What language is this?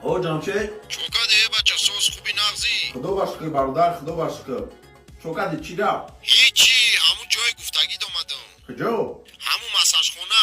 Tajik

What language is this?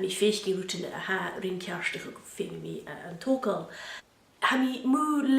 Scottish Gaelic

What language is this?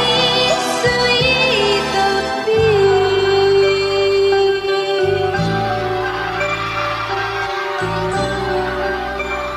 Japanese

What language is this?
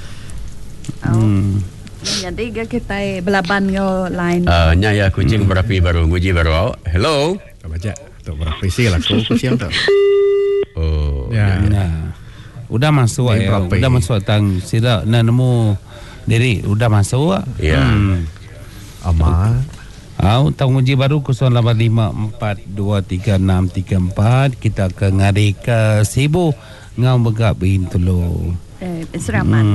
Iban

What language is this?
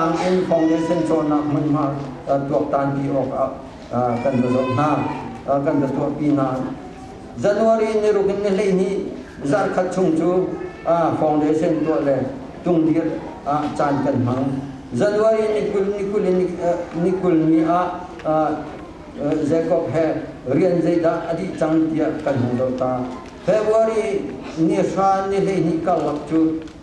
Hakha Chin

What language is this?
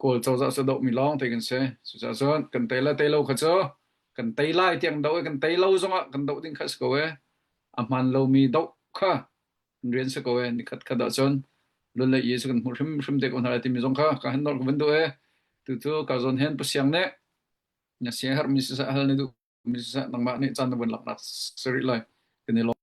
Hakha Chin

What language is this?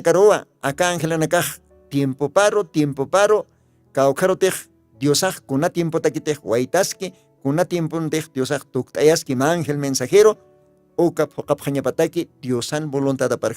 Aymara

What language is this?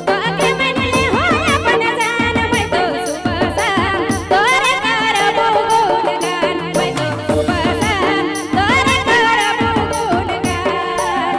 Sadri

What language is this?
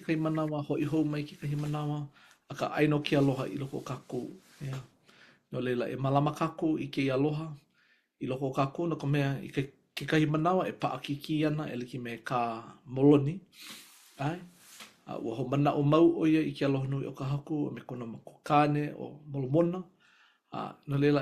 Hawaiian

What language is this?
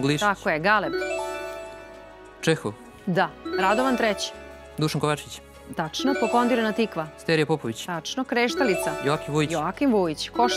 Serbian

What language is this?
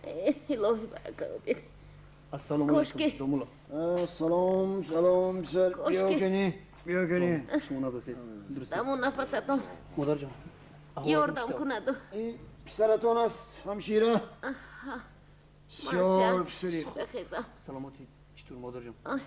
Tajik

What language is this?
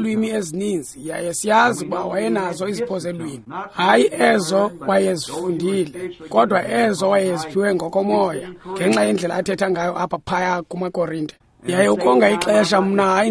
Xhosa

